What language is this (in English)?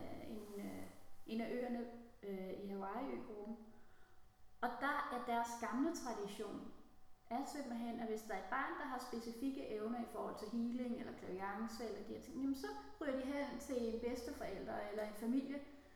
Danish